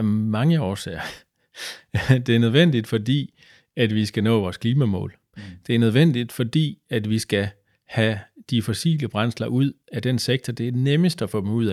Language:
Danish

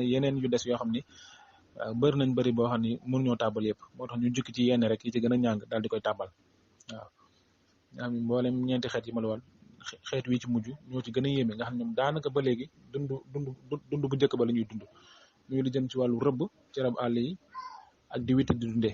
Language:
Wolof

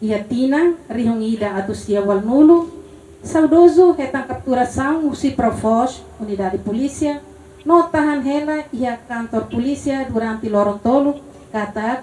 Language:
Tetum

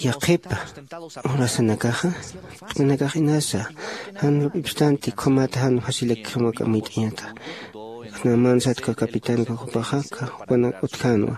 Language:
Aymara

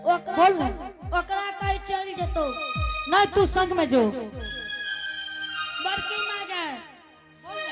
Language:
Angika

